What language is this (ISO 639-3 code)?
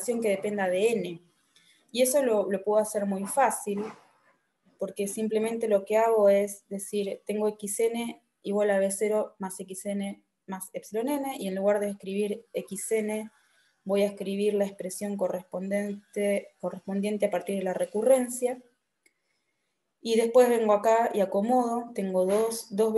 spa